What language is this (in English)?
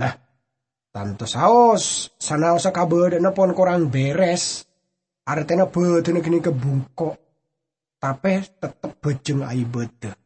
Madurese